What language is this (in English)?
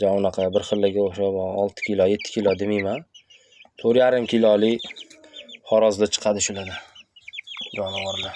Uzbek